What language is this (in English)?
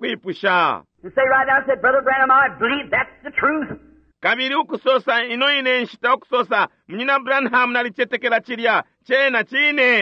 Bemba